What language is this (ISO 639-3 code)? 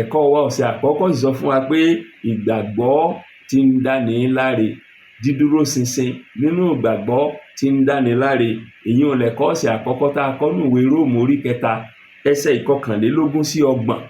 yor